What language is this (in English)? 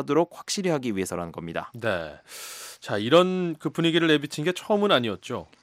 Korean